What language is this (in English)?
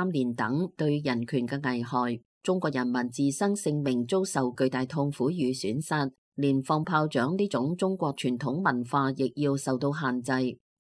Cantonese